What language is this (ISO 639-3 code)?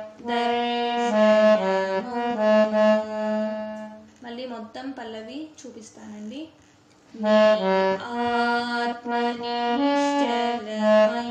tel